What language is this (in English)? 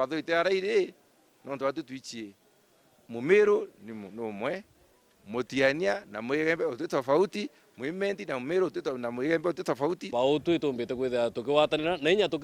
Meru